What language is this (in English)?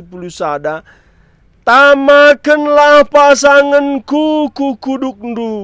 Batak Karo